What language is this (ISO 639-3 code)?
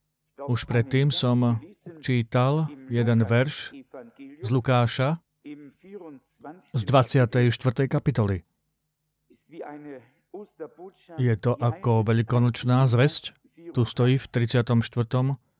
slk